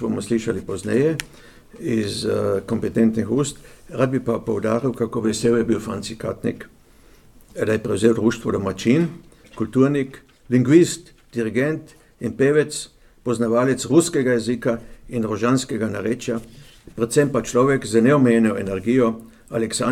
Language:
Slovenian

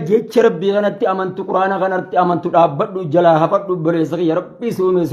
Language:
Oromo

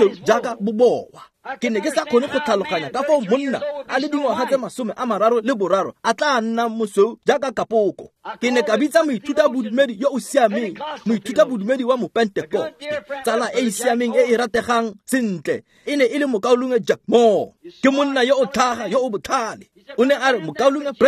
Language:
Tswana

